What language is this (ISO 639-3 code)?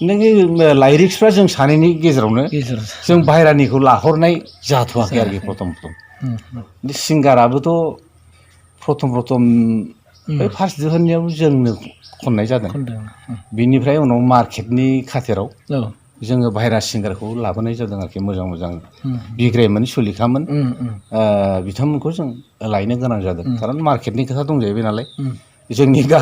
brx